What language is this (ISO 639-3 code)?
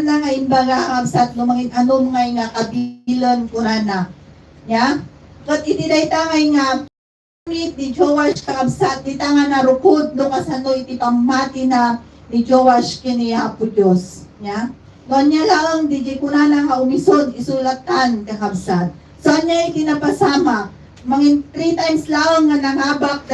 ilo